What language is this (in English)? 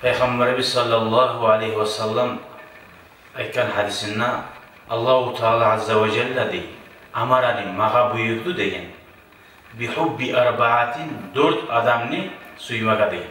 Kumyk